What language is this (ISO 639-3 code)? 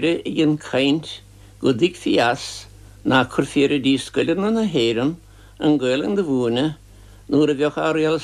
gle